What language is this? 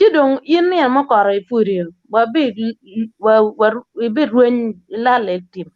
Acoli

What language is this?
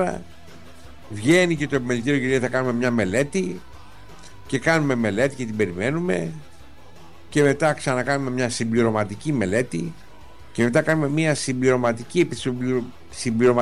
Greek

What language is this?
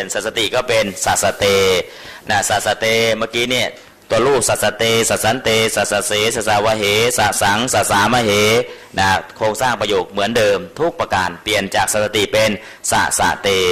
Thai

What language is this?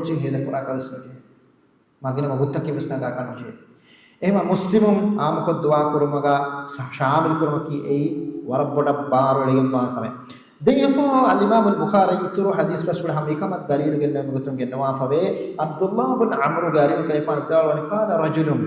Divehi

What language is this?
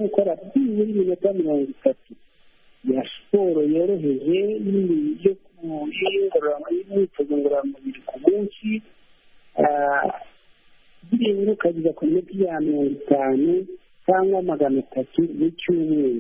Kinyarwanda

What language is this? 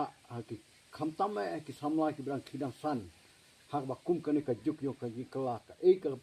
Khasi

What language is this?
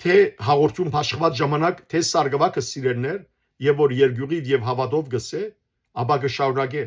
Western Armenian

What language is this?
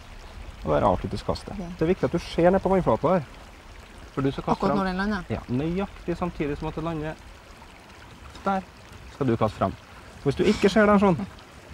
Norwegian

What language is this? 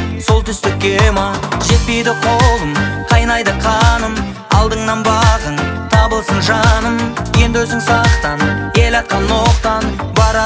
Kazakh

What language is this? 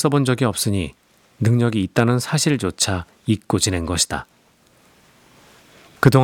Korean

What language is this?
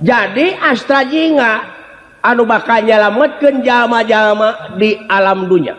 Sundanese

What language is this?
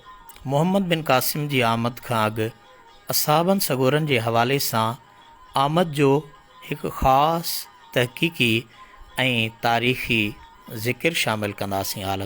Sindhi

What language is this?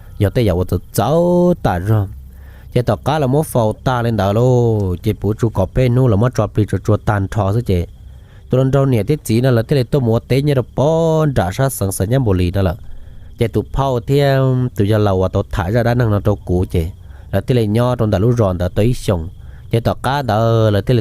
Hmong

